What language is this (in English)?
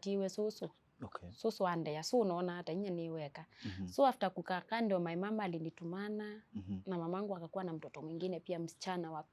Kamba